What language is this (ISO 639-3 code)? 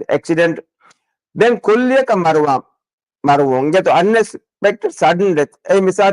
div